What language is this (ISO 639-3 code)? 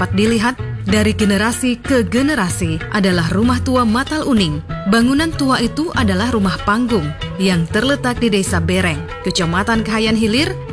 ind